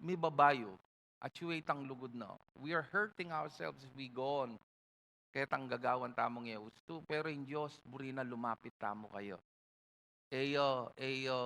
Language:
Pampanga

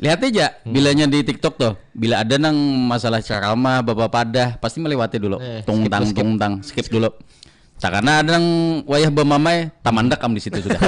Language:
Banjar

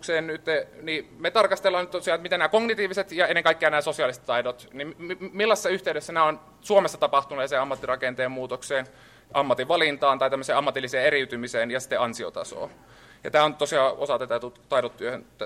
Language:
Finnish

